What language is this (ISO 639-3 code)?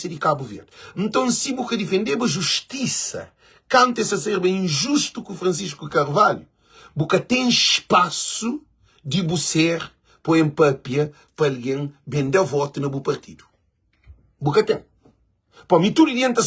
kea